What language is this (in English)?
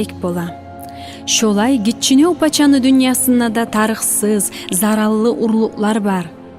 Kumyk